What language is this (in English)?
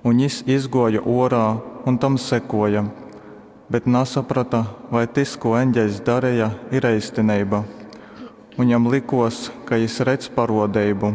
Latgalian